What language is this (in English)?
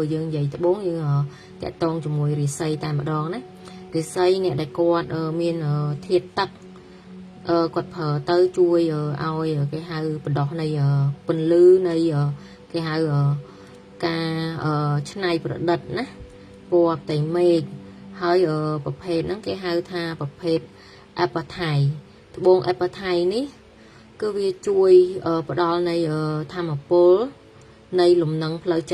Khmer